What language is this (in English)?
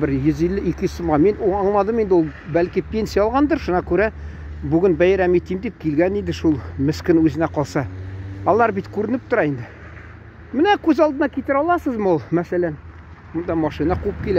Tatar